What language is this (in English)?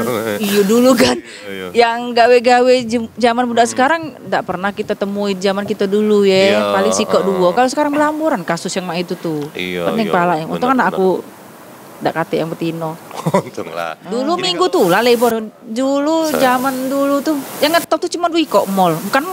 Musi